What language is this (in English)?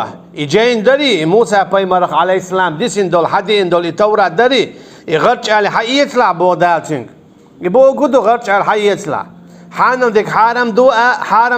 Chechen